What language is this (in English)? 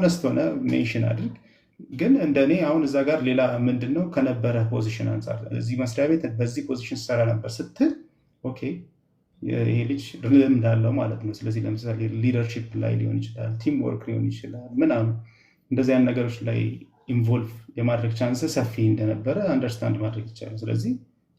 Amharic